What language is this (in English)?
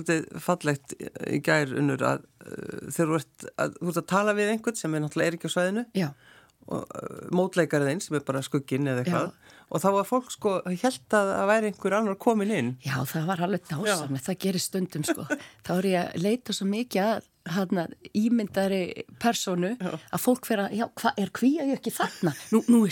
Icelandic